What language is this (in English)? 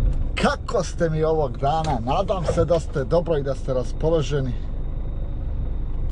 Croatian